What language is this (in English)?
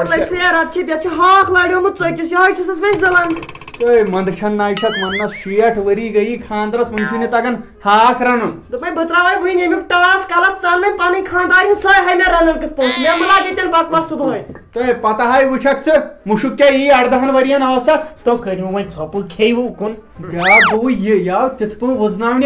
Kashmiri